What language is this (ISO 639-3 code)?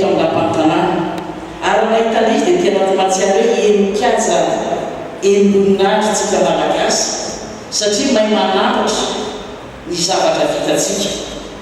mlg